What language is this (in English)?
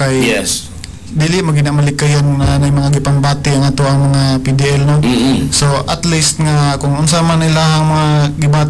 Cebuano